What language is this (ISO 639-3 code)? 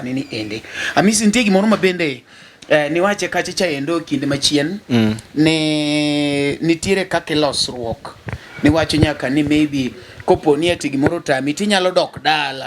luo